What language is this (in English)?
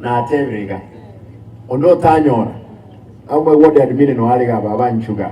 Gusii